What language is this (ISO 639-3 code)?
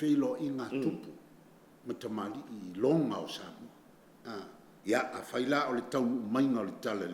smo